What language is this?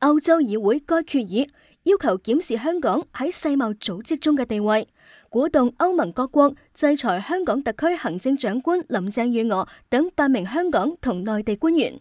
Cantonese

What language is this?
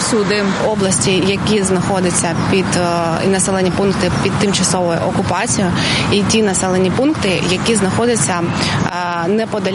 Ukrainian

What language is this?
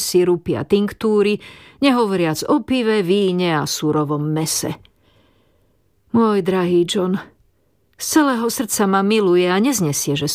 Slovak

